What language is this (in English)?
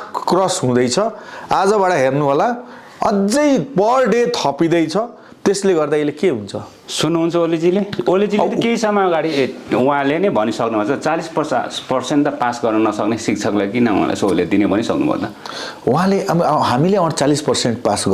Nepali